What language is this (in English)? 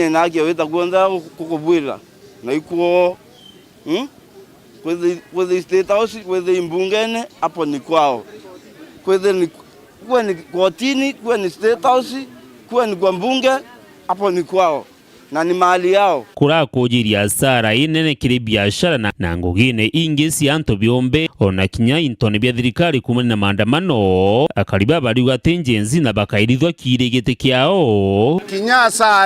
Meru